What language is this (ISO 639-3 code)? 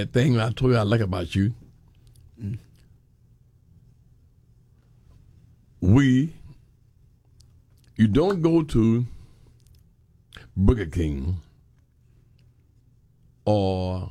eng